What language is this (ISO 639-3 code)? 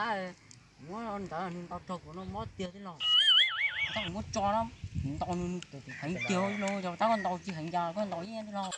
hmn